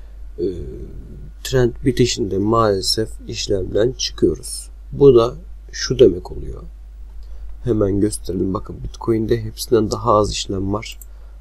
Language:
Turkish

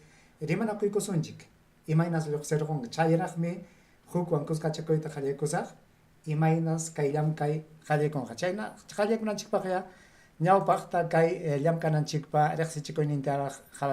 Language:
Ayacucho Quechua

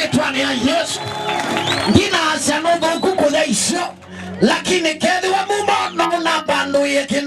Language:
Kamba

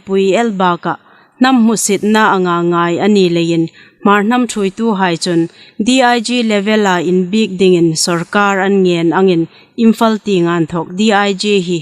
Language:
Hmar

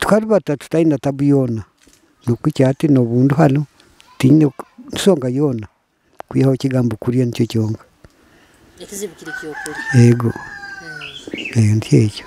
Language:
Nyoro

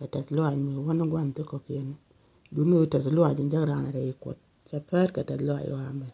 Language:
Nuer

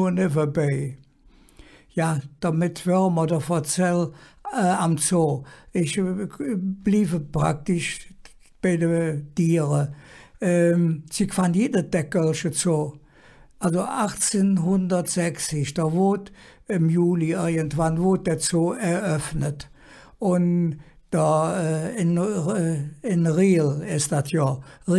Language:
Colognian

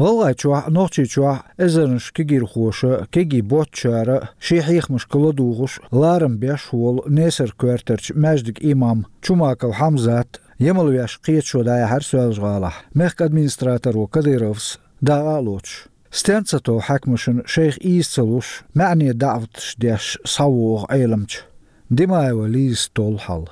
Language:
Chechen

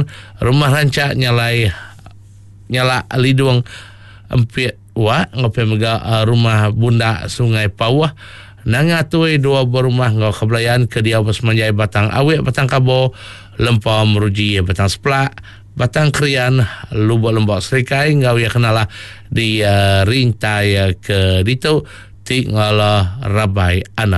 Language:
Iban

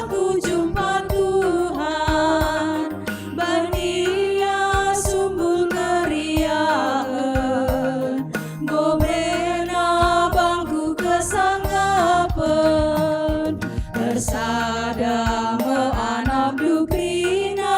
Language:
Batak Karo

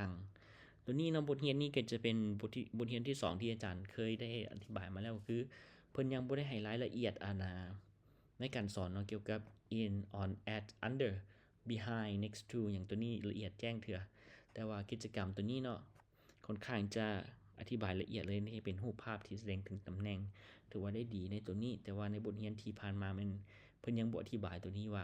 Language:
Lao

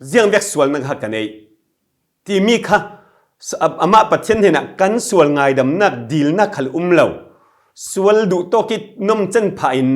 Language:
Falam Chin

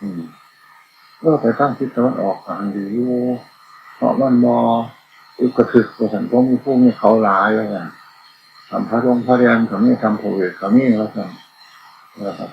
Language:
Northeastern Thai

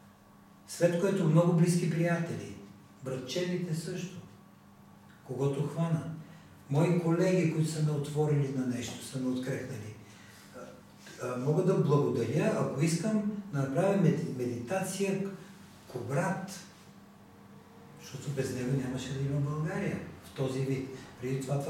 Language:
Bulgarian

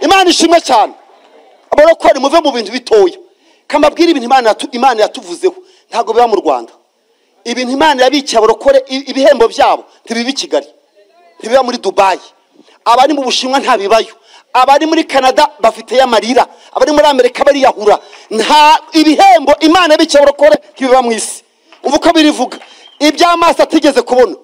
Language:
Kinyarwanda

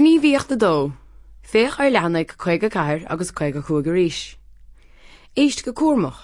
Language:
Irish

